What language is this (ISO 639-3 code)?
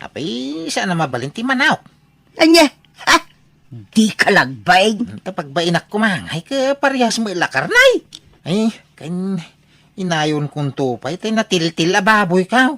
ilo